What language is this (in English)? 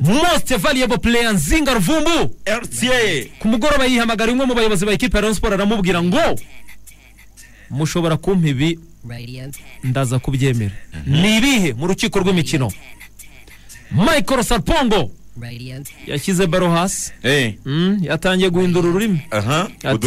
Kinyarwanda